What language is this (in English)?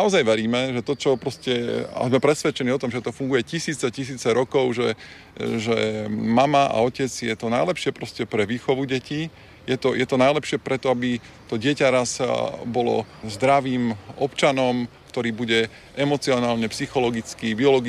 Slovak